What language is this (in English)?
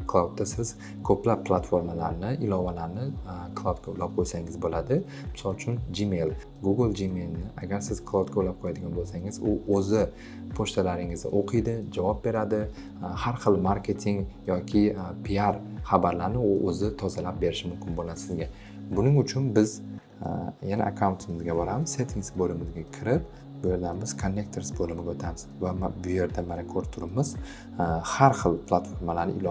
Uzbek